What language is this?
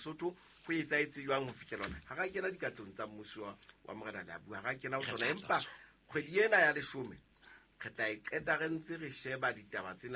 Southern Sotho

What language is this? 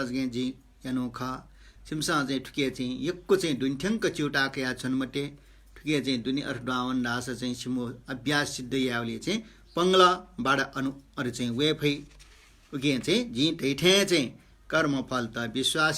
Newari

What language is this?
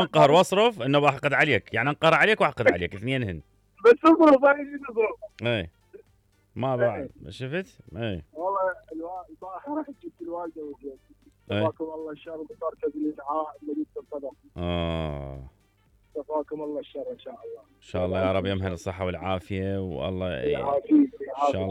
Mesopotamian Arabic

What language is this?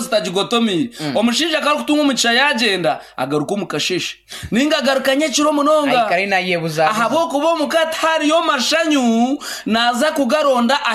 Nyankole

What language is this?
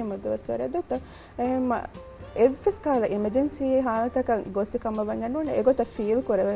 Divehi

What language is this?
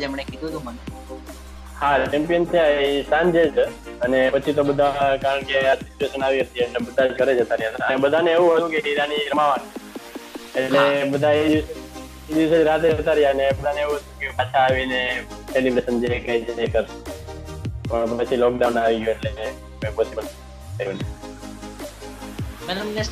Gujarati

